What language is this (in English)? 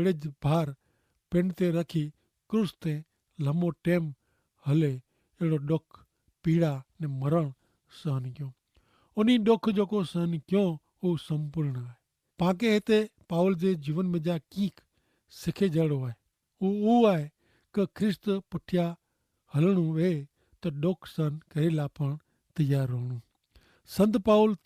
Kachhi